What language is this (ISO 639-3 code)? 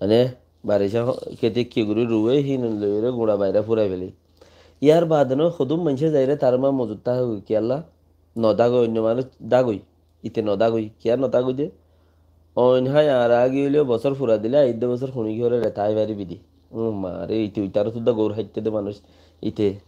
rhg